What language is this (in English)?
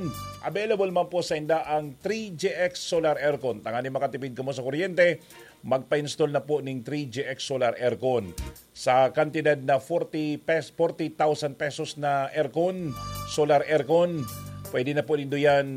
Bikol